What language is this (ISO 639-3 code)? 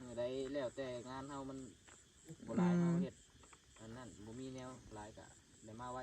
tts